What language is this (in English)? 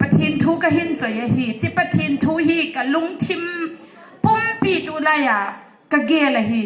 Hmar